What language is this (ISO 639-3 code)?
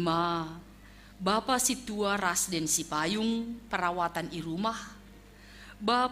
bts